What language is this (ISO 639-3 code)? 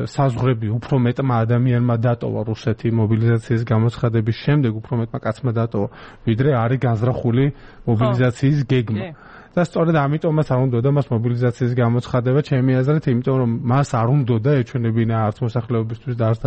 kat